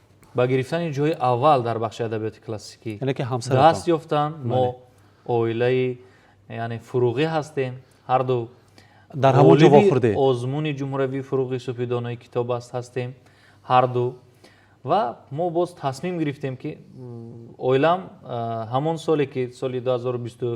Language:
Tajik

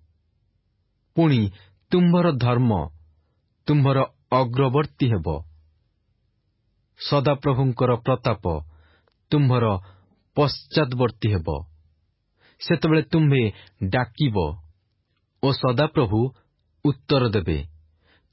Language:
Odia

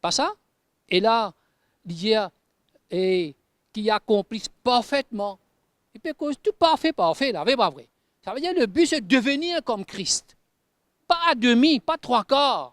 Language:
Morisyen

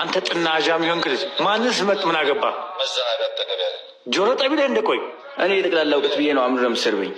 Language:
Amharic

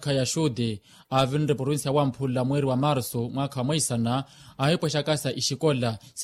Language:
Makhuwa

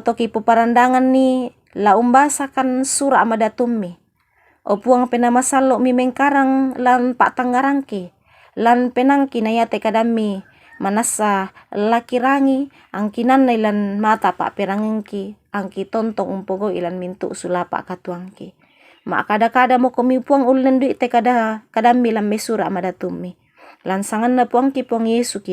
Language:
Toraja-Sa'dan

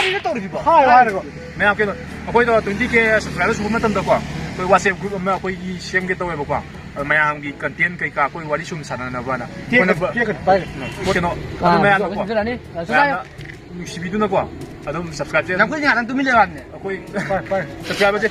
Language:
Manipuri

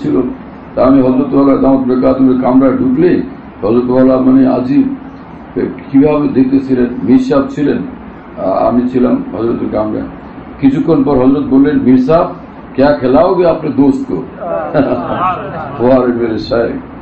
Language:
Bangla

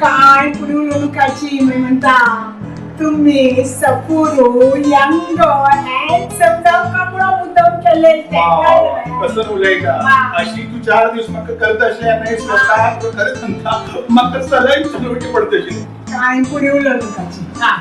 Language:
Konkani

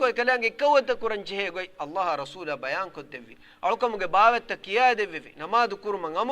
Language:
Divehi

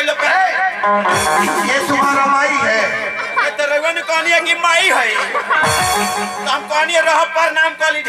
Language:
Bhojpuri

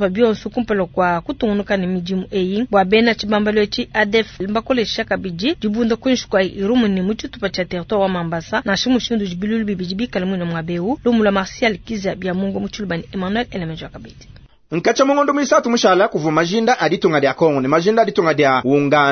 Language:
Luba-Lulua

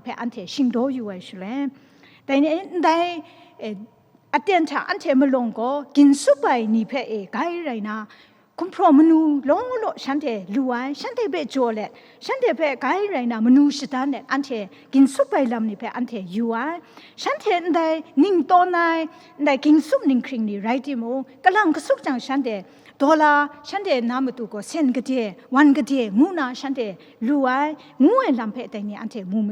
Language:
Kachin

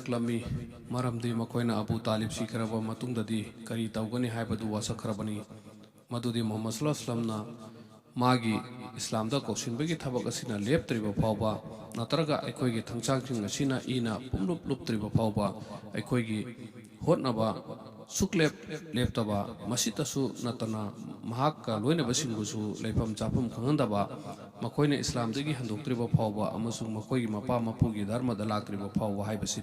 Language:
Manipuri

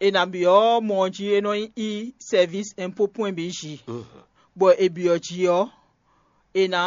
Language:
Fon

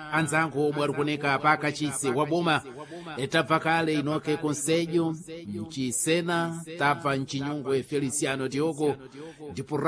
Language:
Sena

